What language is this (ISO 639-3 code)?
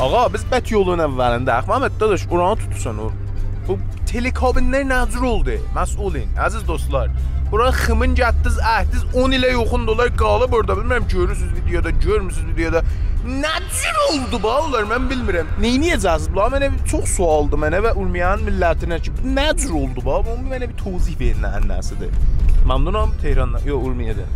azb